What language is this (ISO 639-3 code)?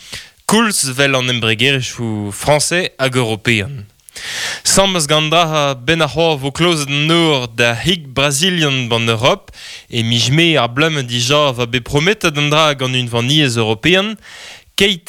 bre